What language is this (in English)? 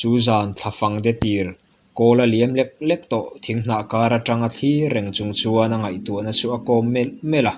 Mizo